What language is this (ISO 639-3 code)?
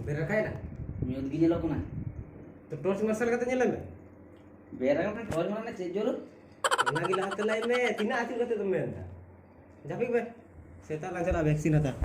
sat